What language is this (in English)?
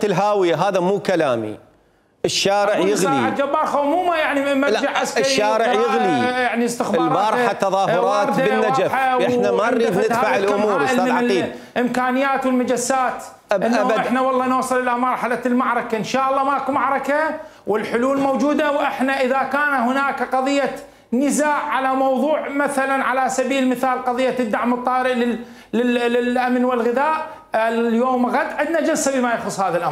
Mesopotamian Arabic